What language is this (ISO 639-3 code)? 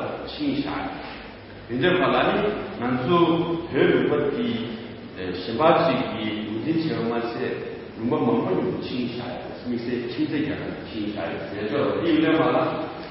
bod